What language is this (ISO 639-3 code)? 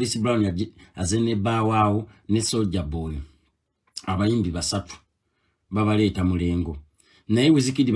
lug